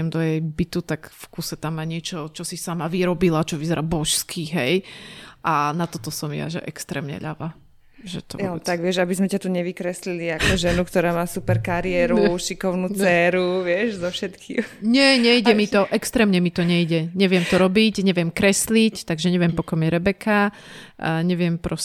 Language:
Slovak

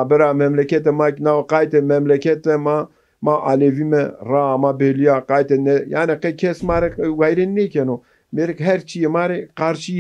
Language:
Zaza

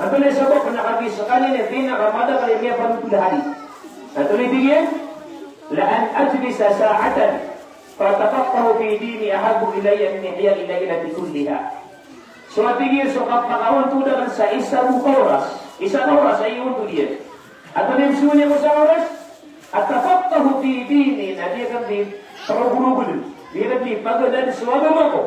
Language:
Maranao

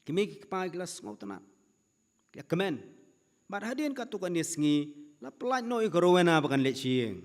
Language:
Khasi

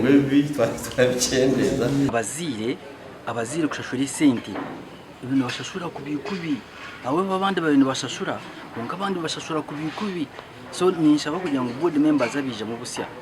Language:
Nyankole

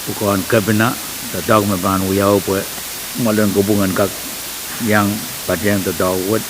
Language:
Pohnpeian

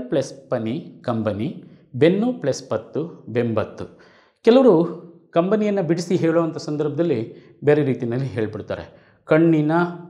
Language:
Kannada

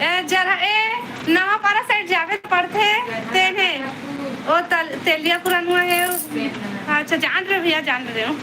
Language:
Chhattisgarhi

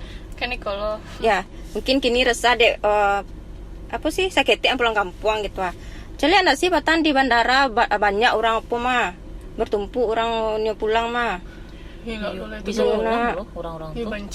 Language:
Minangkabau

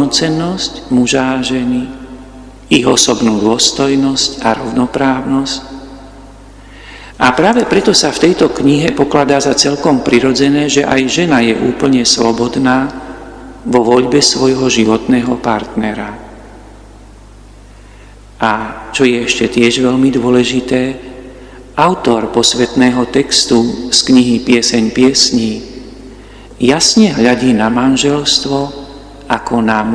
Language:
Slovak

